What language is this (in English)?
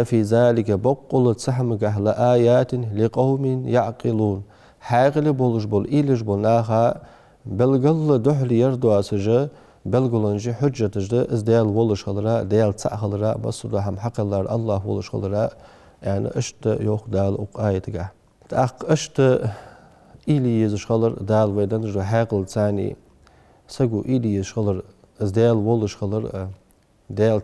Ingush